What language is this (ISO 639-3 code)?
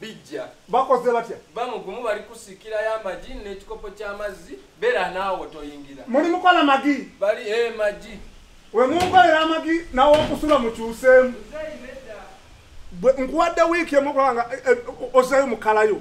lug